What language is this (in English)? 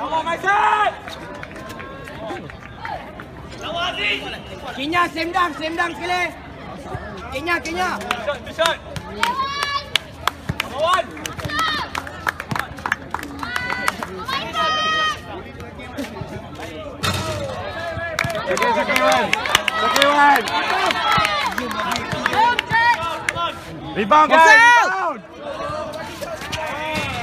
Malay